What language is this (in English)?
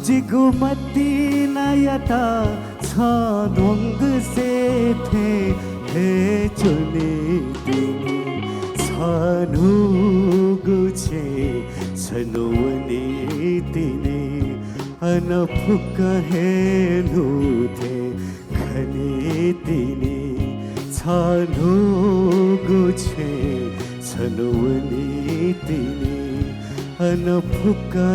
Newari